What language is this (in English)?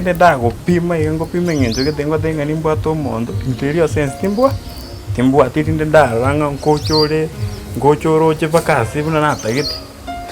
Gusii